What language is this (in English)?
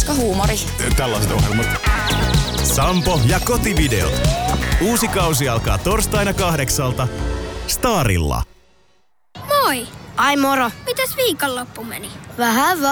Finnish